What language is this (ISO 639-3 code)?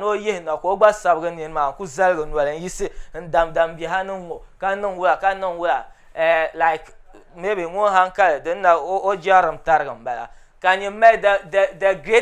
dag